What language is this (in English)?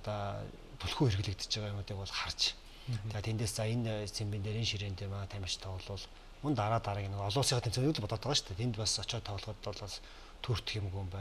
Mongolian